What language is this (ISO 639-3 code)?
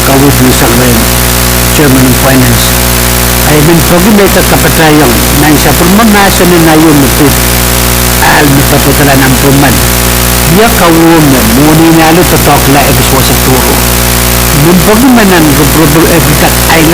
pon